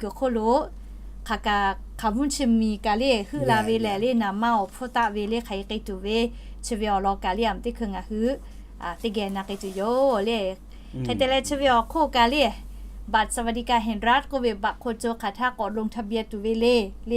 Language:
Lahu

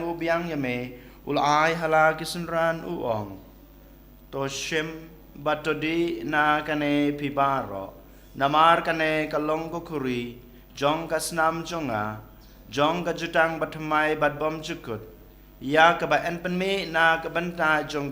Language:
Khasi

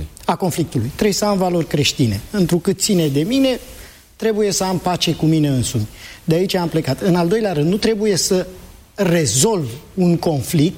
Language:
Romanian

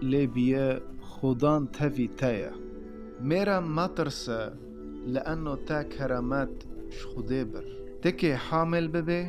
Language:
Kurdish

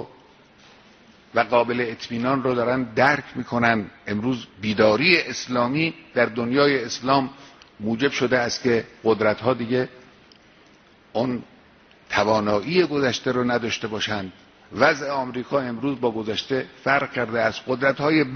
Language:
Persian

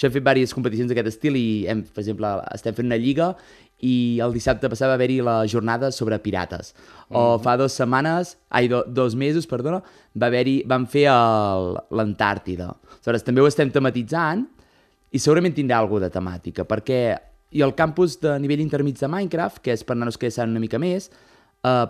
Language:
Catalan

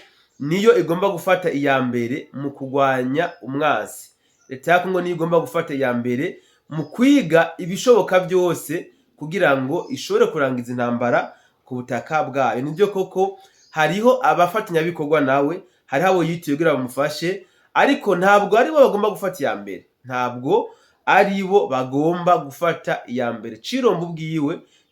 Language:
Rundi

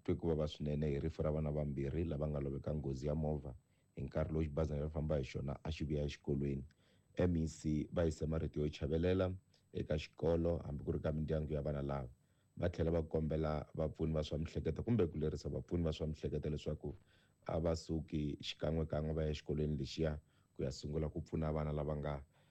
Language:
Tsonga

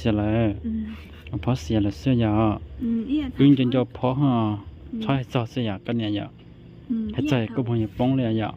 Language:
Hmong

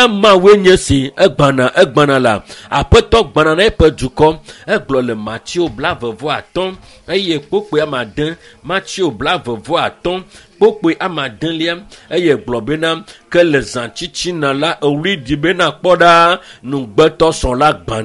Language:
Ewe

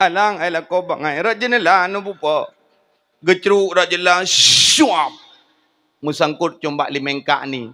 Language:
Achinese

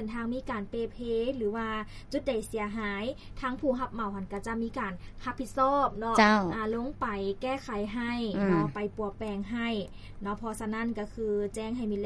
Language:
Lao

